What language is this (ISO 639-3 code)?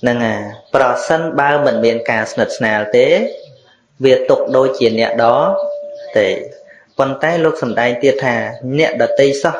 khm